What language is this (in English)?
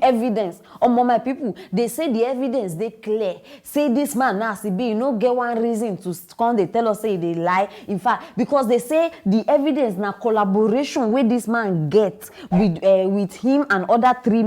Nigerian Pidgin